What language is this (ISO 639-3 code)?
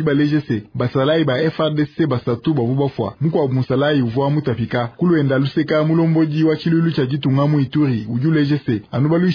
lua